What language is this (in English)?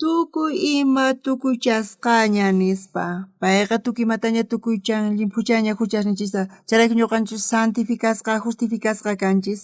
South Bolivian Quechua